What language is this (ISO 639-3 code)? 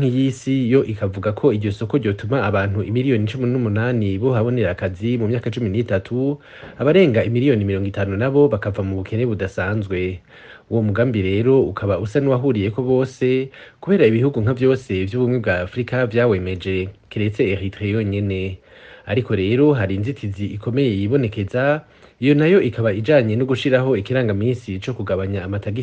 run